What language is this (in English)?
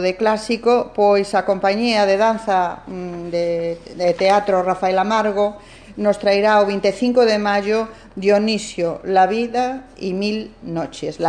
Galician